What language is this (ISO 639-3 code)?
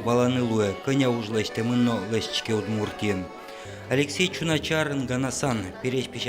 udm